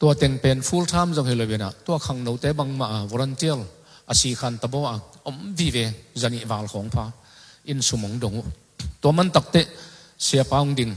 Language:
Tedim Chin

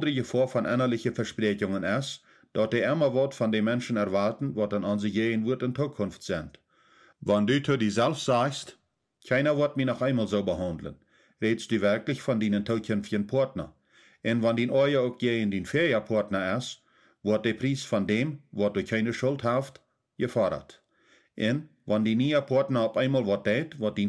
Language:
Plautdietsch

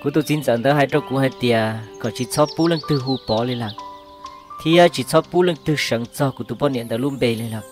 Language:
Hmong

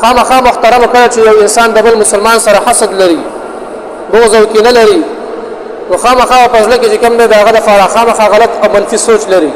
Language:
Pashto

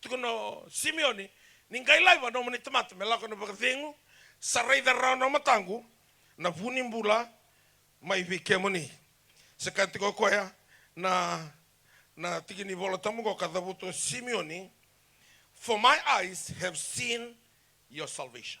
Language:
Fijian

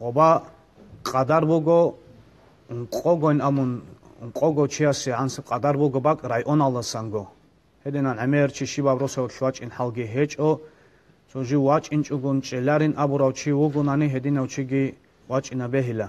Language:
Avaric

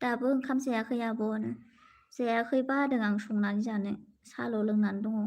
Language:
Bodo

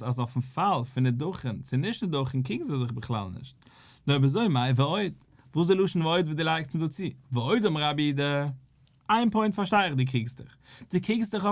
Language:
Yiddish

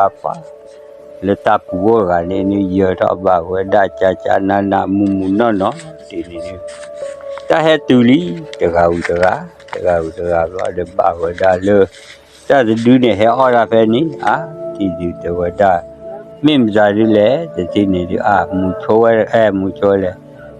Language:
S'gaw Karen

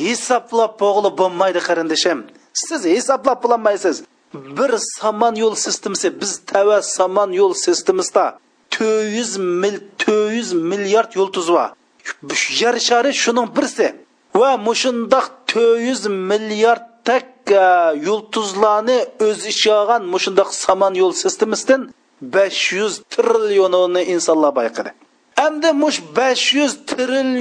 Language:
Uyghur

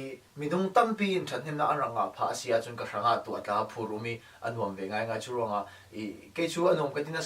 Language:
Falam Chin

